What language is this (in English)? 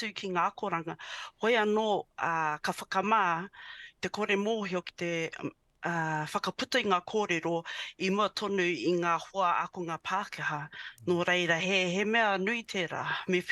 Māori